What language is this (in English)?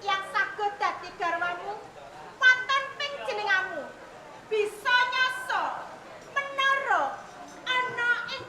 Javanese